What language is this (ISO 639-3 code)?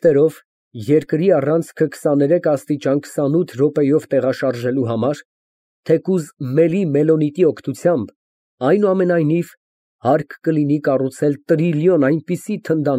hye